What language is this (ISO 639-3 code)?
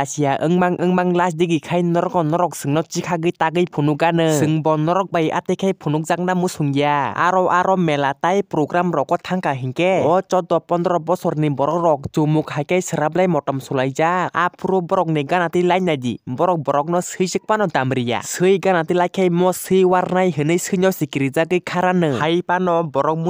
trp